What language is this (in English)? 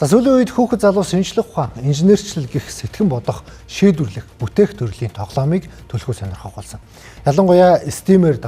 Mongolian